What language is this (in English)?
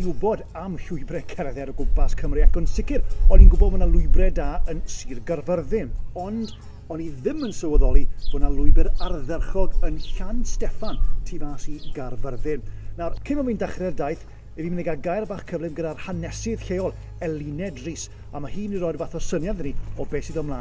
Welsh